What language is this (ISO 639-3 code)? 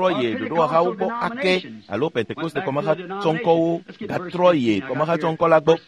ewe